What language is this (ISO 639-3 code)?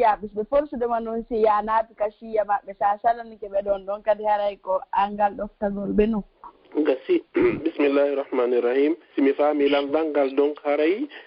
ful